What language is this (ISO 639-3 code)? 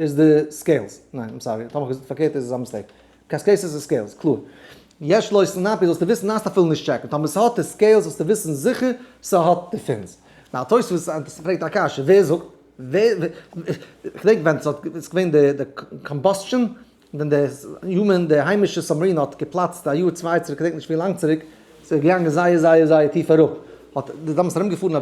yid